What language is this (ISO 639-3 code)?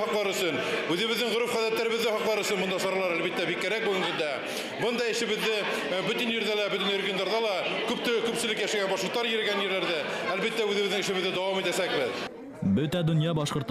bak